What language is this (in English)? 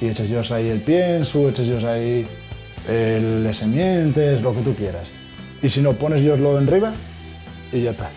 Asturian